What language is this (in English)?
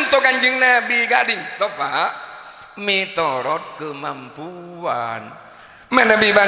Madurese